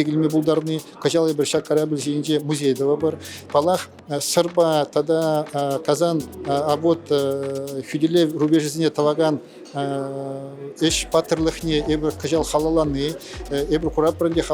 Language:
Chuvash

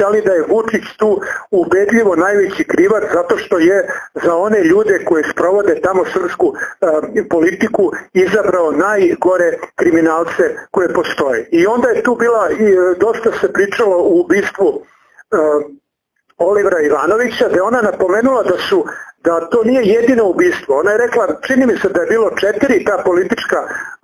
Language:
Serbian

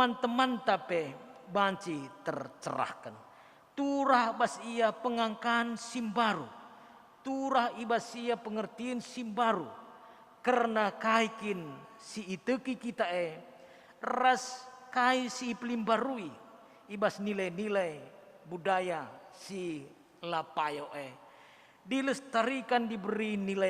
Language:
Batak Karo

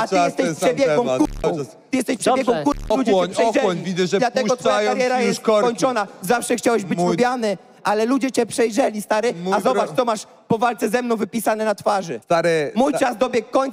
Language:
Polish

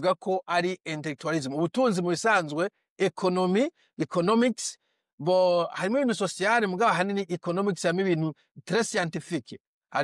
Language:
Rundi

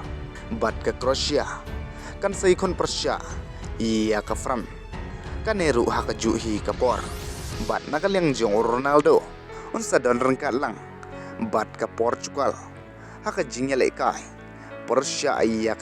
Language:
Khasi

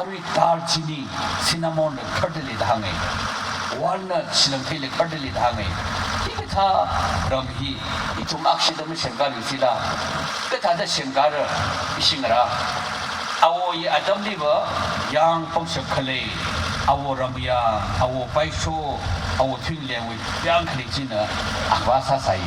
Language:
Tangkhul Naga (India)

